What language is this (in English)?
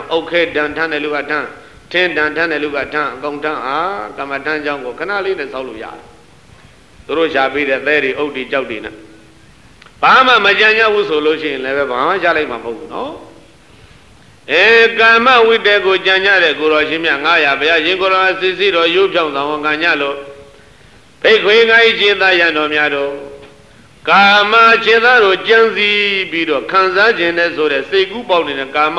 Burmese